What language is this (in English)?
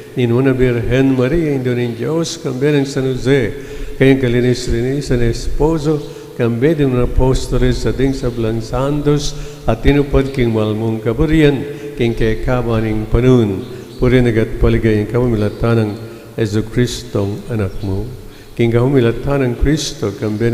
Pampanga